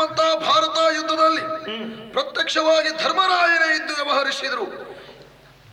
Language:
Kannada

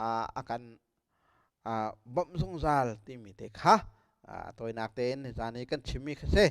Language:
Hakha Chin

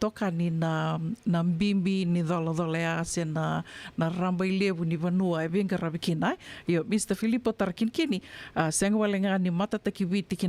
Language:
Fijian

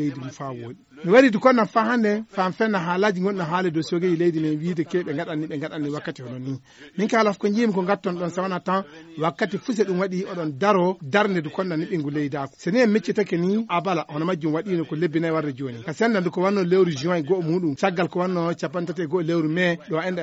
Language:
Fula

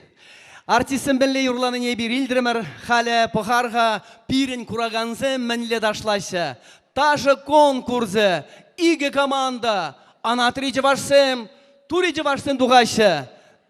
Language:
Chuvash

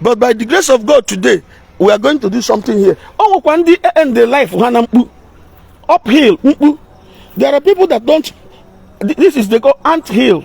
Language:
Igbo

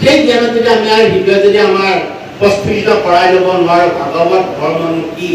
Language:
Assamese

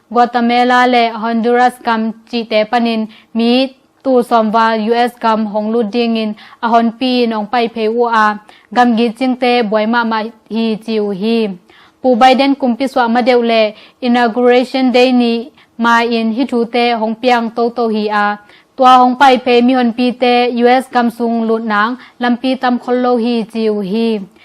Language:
Tedim Chin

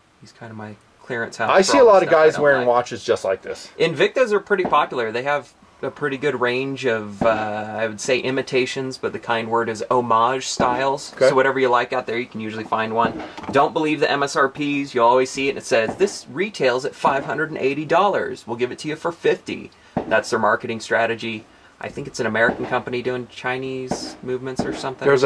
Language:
English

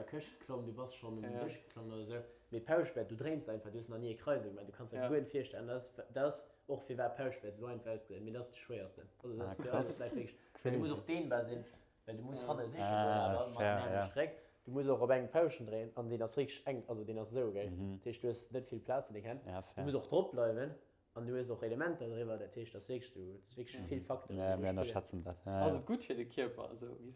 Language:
Luxembourgish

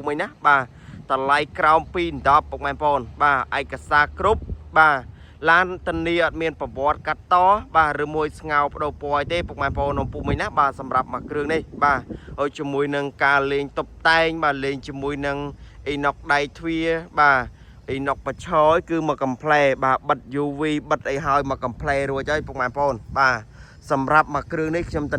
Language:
Khmer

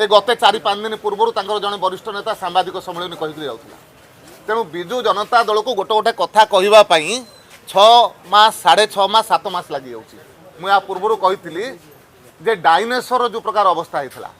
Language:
Odia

